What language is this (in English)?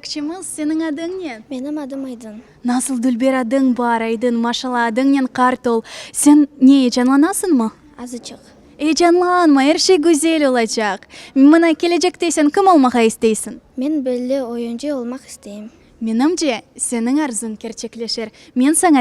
Crimean Tatar